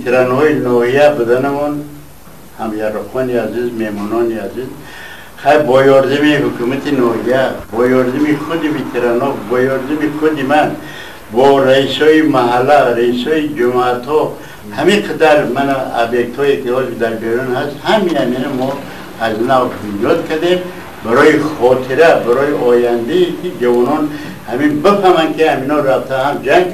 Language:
Tajik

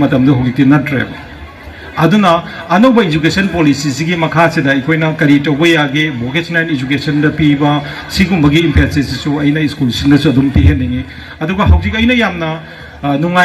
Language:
Manipuri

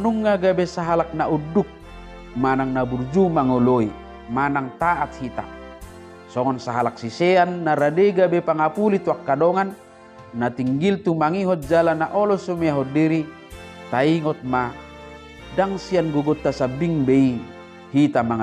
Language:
Batak Toba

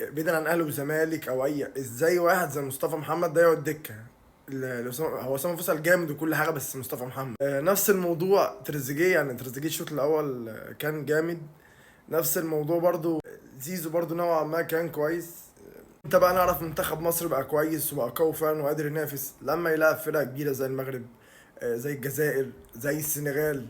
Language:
Egyptian Arabic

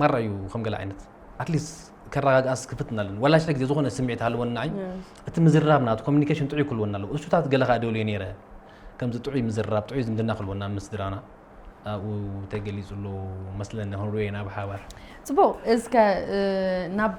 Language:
Tigrinya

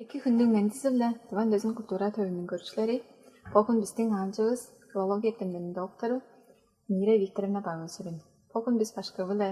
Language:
Tuvinian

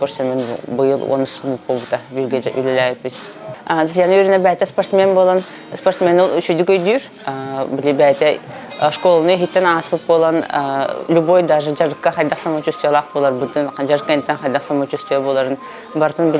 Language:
Yakut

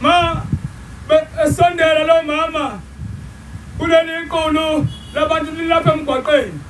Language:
Zulu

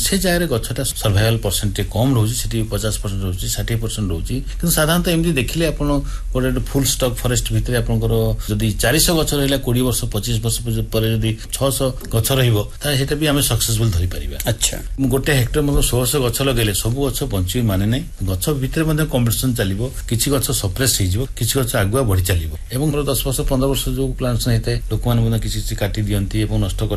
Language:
Odia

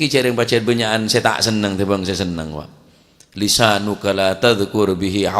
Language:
Madurese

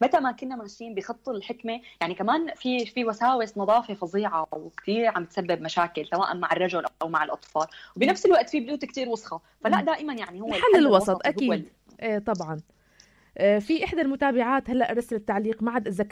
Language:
North Levantine Arabic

